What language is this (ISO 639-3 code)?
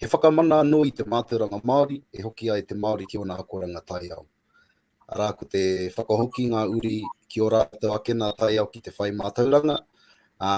mri